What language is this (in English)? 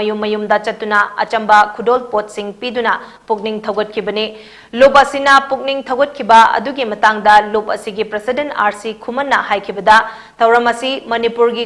Manipuri